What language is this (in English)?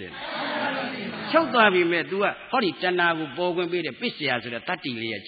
Burmese